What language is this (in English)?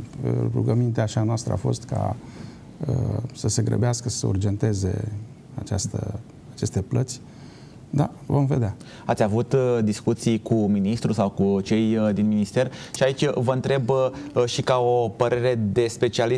Romanian